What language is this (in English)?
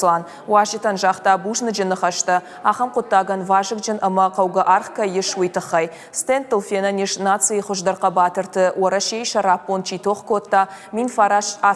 Ossetic